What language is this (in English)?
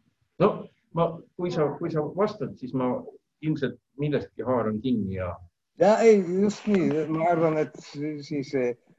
Estonian